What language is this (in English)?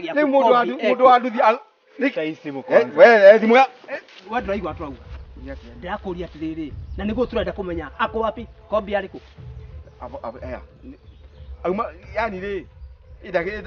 Kikuyu